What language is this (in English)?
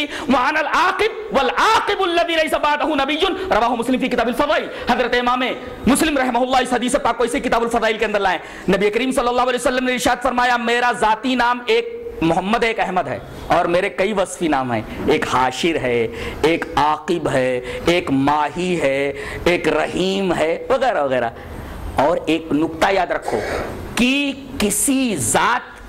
Urdu